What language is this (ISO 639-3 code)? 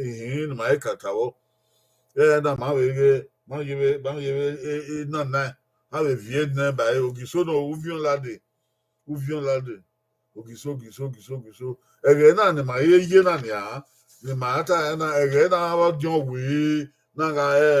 bin